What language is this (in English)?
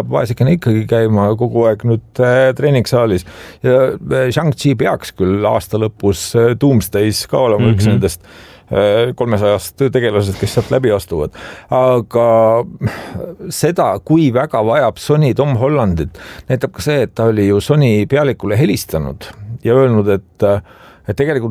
Estonian